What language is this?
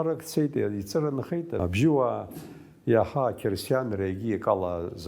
Abkhazian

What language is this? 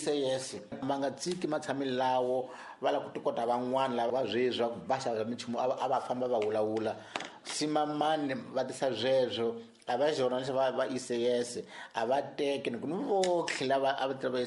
Tsonga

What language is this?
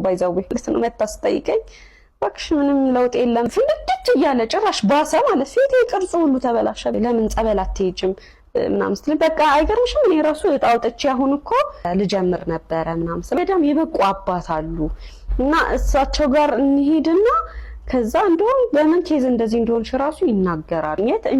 Amharic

